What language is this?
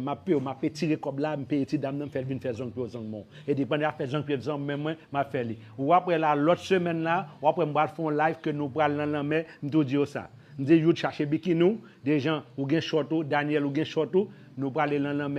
Haitian Creole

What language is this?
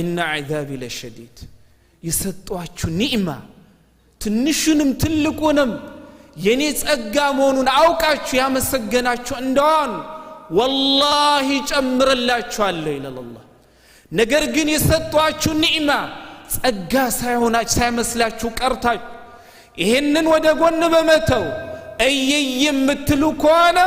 Amharic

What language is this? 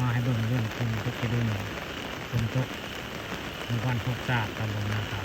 Northeastern Thai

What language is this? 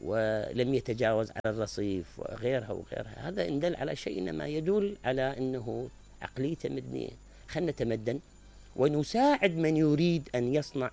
Mesopotamian Arabic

